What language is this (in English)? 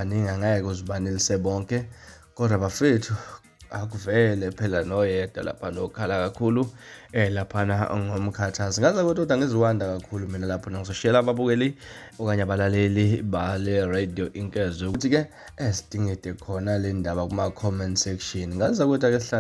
Zulu